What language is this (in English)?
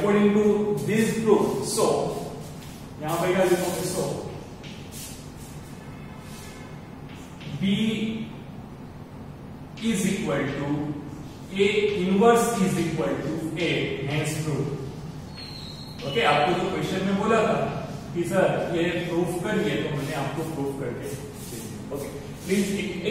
Hindi